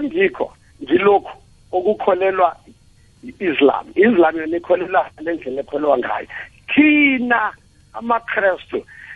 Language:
South Ndebele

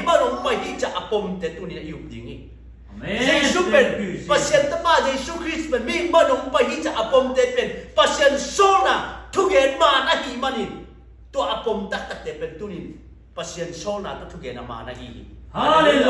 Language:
Tedim Chin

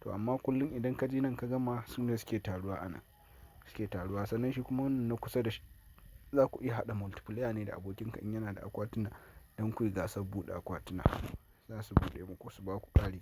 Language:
Hausa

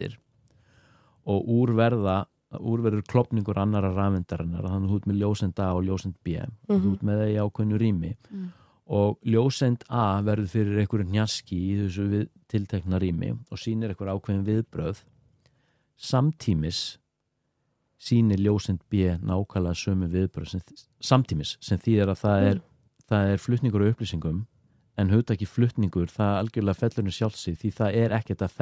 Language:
Icelandic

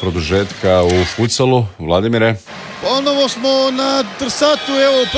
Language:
Croatian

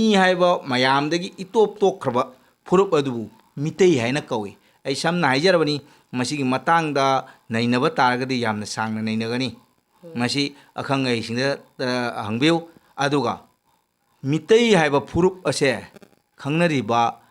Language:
Manipuri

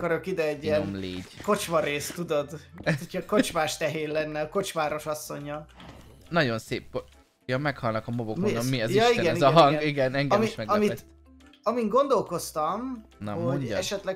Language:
Hungarian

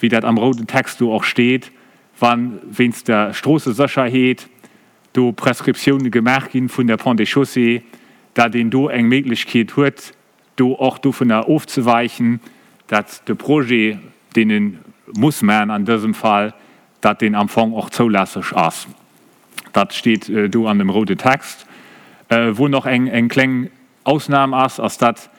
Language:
Luxembourgish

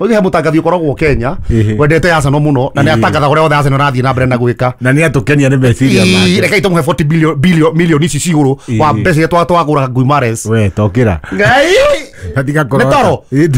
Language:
Kikuyu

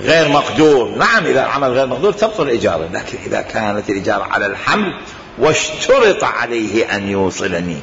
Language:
Mesopotamian Arabic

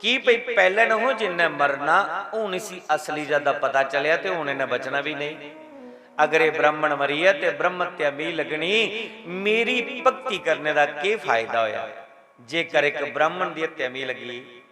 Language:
Dogri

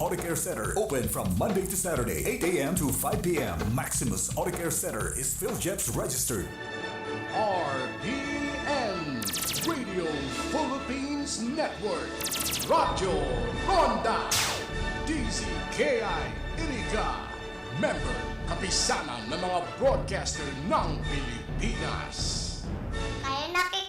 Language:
Bikol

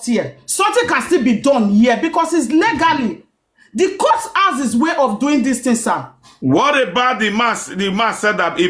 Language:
Nigerian Pidgin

